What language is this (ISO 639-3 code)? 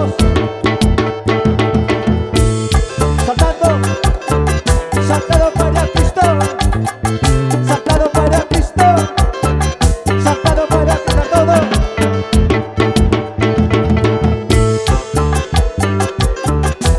spa